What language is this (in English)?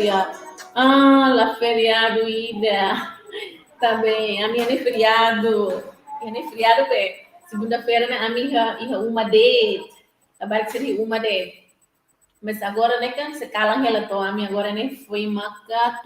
Tetum